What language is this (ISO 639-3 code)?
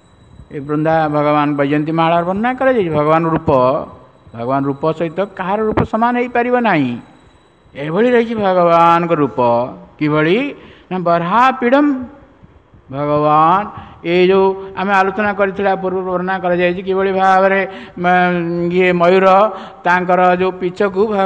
ori